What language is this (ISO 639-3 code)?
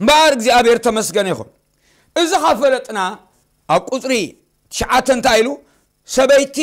tir